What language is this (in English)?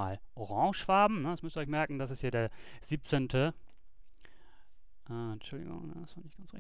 German